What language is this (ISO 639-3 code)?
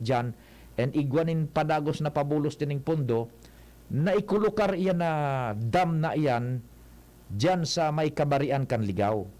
bik